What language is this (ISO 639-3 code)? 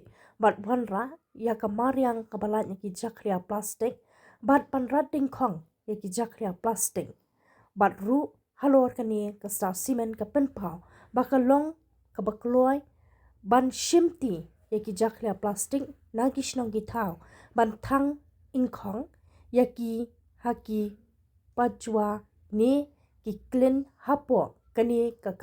kha